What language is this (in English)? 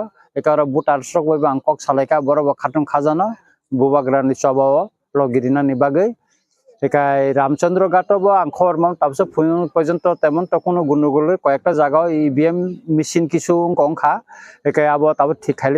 Kok Borok